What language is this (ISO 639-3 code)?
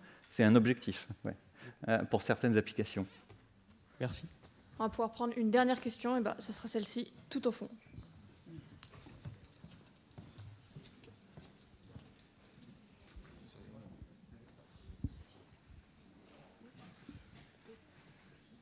fra